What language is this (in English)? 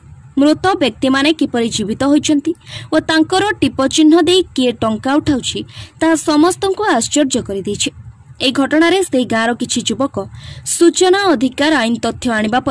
Odia